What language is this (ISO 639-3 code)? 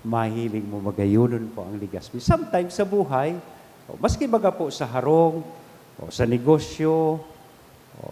bik